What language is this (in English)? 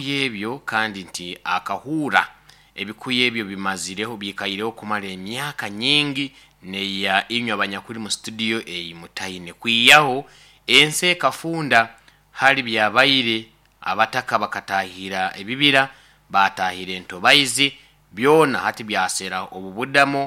Nyoro